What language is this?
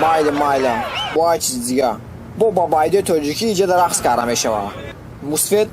Tajik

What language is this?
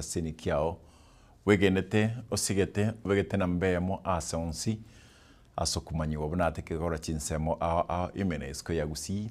Gusii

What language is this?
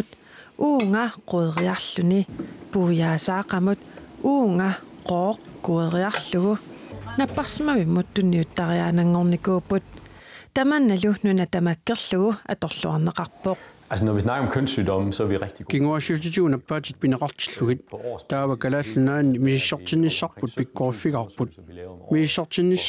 Kalaallisut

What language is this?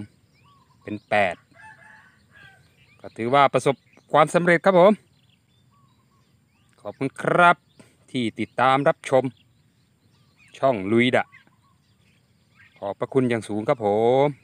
Thai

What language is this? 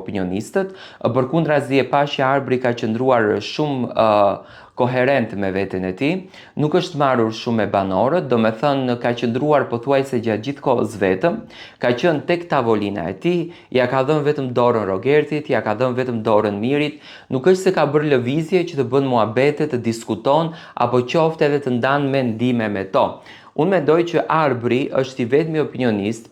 Albanian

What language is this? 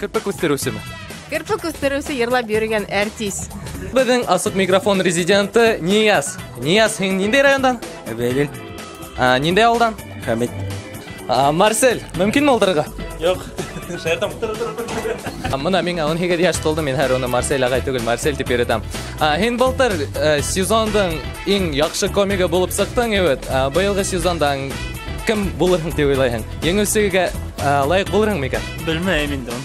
Bashkir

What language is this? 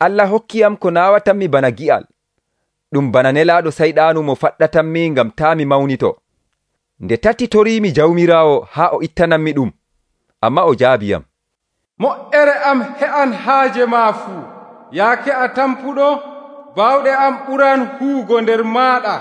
Nigerian Fulfulde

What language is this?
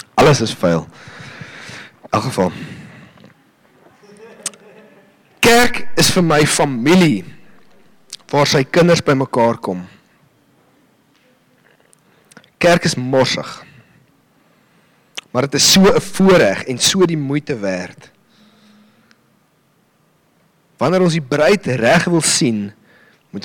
Afrikaans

